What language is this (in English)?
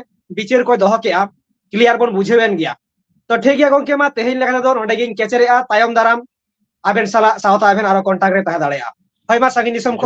Santali